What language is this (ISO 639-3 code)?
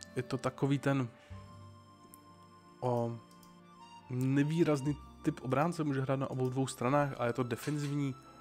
ces